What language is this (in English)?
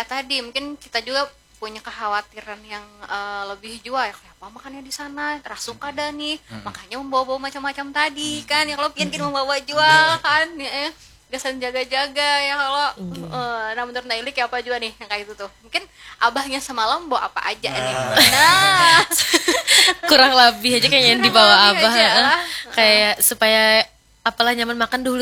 Banjar